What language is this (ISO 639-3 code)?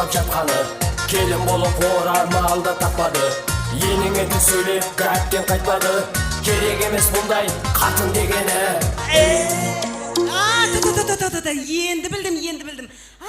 kaa